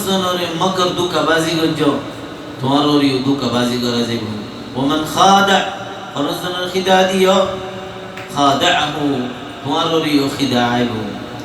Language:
Rohingya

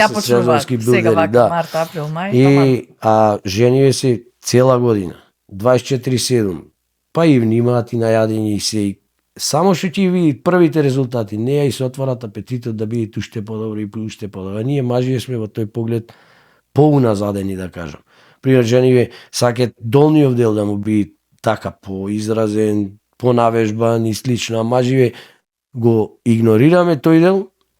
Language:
Macedonian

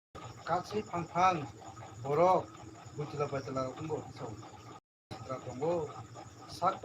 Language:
Kok Borok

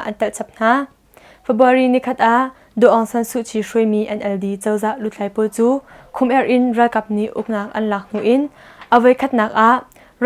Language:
Hakha Chin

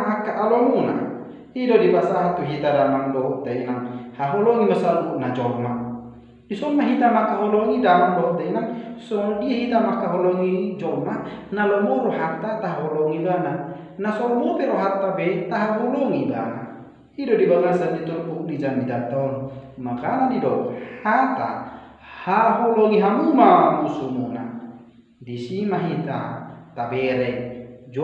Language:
Batak Toba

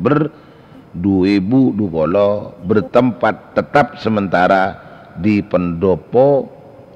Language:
Madurese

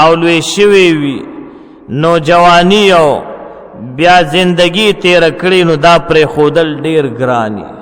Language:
Pashto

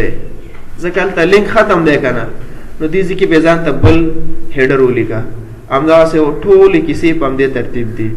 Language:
Pashto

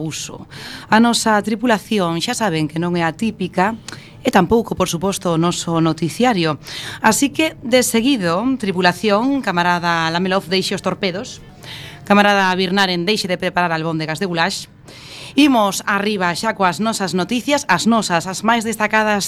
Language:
Galician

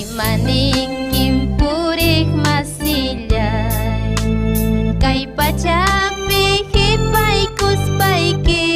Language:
Ayacucho Quechua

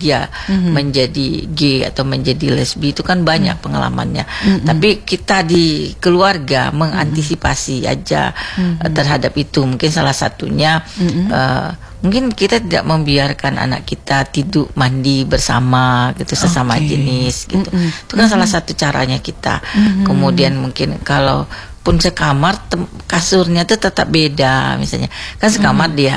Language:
Indonesian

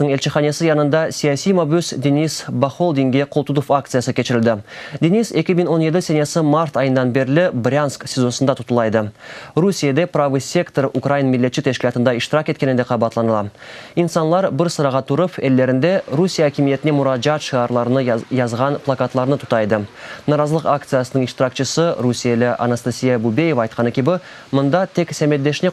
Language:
Crimean Tatar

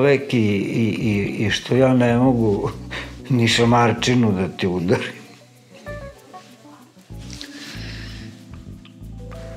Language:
Serbian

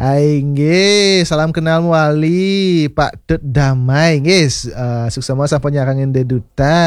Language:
Balinese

